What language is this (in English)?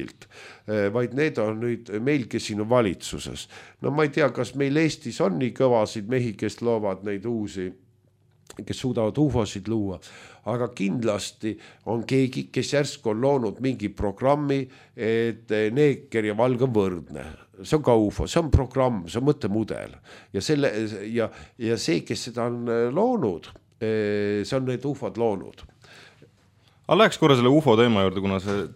Estonian